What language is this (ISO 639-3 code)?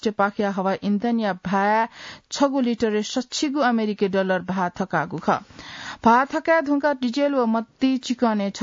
new